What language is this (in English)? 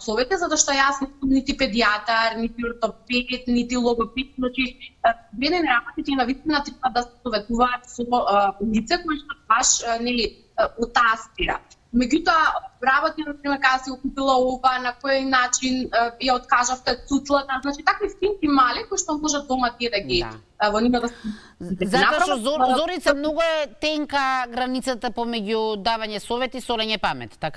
Macedonian